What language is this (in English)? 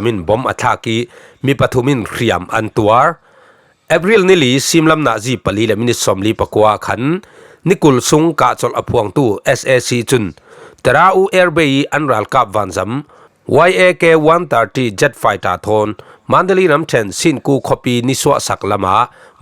Falam Chin